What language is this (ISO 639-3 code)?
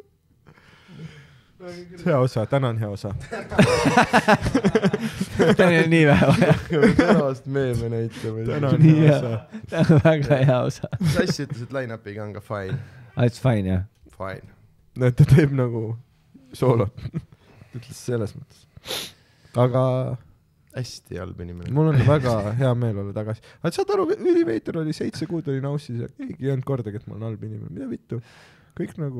est